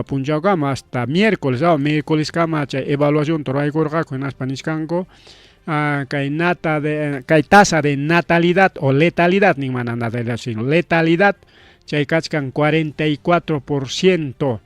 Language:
Ayacucho Quechua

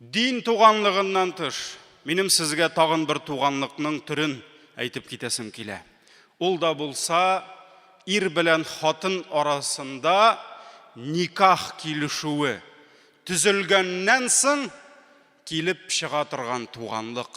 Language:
Tatar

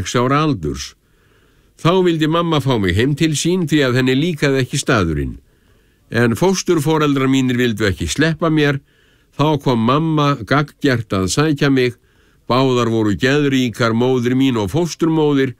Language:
Icelandic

